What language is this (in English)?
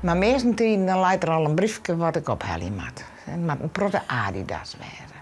Western Frisian